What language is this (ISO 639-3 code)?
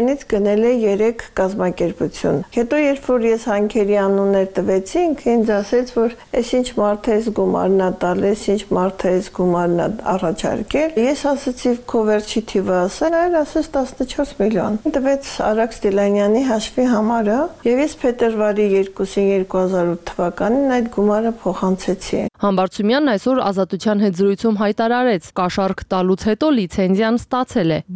hye